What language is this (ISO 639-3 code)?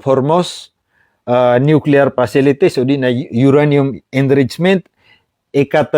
mrw